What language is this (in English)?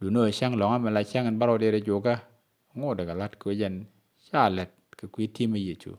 Nuer